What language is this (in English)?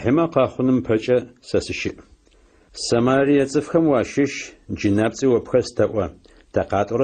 Adyghe